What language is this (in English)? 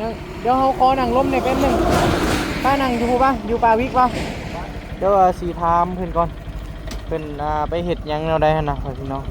Northeastern Thai